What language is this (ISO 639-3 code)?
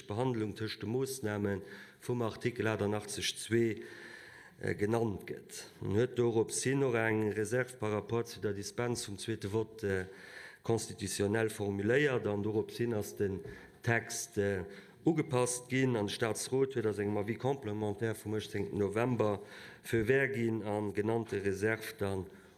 ltz